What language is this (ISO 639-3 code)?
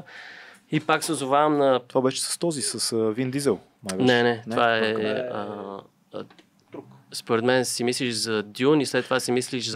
bul